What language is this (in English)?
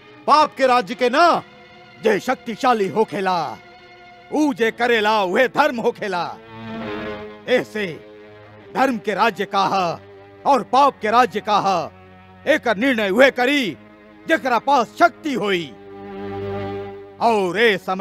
Bhojpuri